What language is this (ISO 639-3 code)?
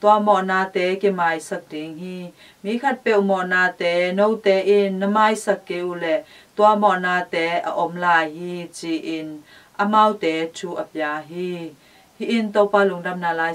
ctd